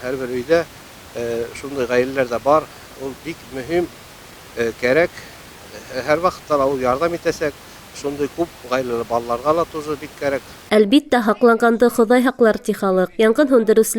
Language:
Bashkir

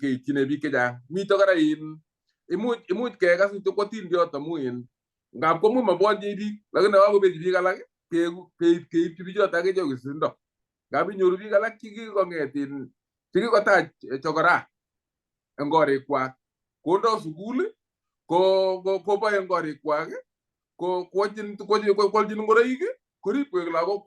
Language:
Kalenjin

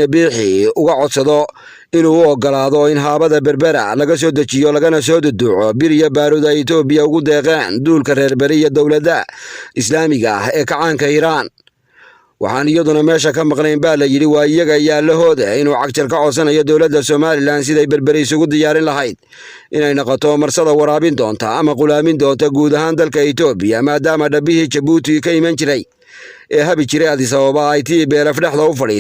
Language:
Somali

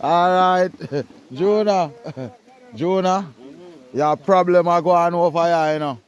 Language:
Jamaican Creole English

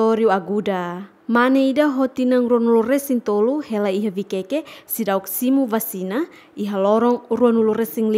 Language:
Tetum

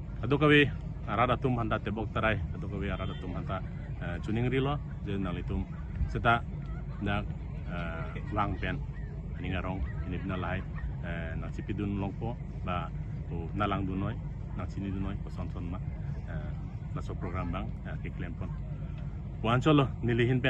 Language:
Karbi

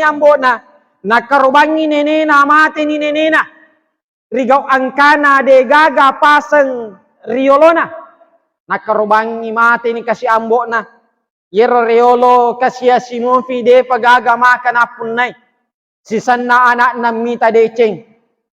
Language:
Buginese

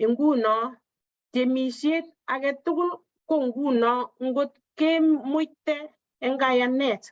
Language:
Kalenjin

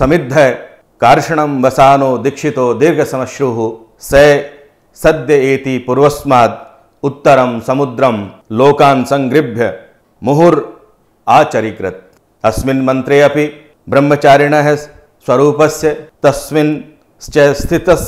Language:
Sanskrit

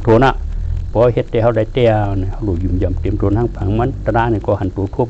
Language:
Shan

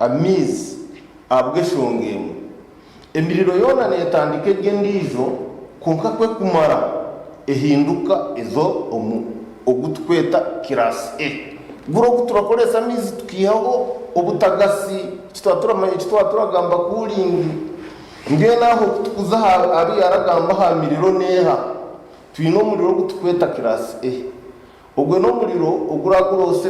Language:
Nyankole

